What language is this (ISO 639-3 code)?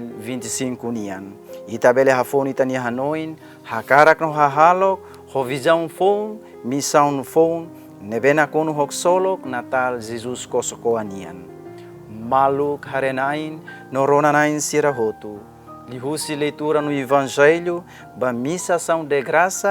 tet